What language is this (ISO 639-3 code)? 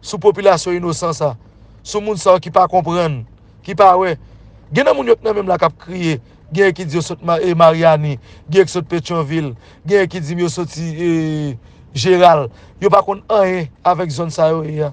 hat